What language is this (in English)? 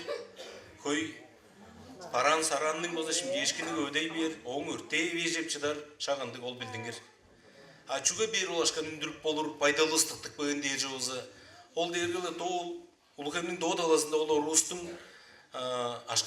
Tuvinian